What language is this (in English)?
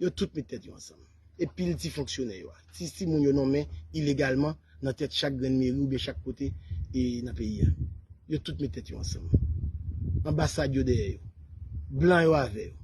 Haitian Creole